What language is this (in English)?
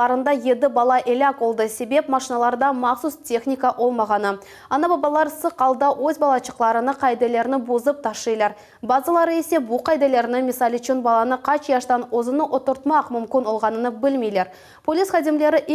Crimean Tatar